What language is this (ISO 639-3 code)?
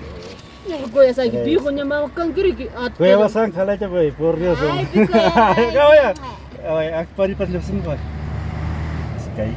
quy